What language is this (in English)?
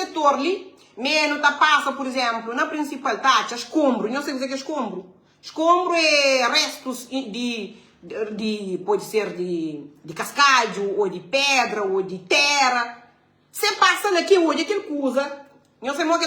Kabuverdianu